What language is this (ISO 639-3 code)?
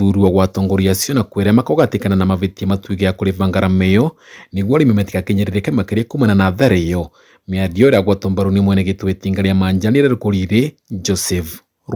kik